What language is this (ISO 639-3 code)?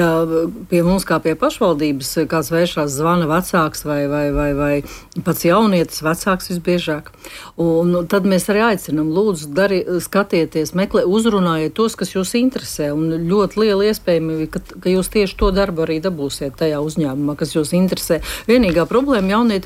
lav